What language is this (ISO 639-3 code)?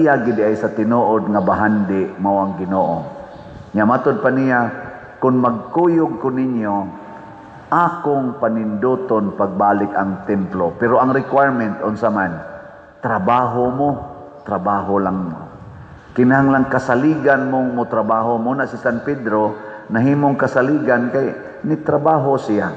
ceb